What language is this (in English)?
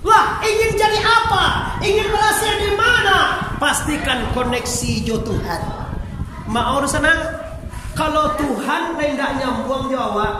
Minangkabau